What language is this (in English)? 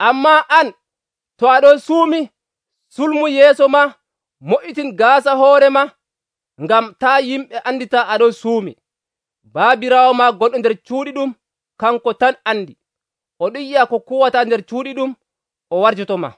Nigerian Fulfulde